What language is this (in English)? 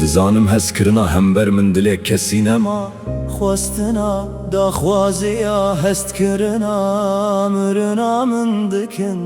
Kurdish